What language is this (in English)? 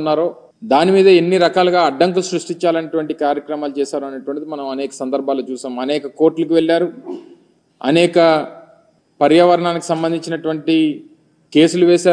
Telugu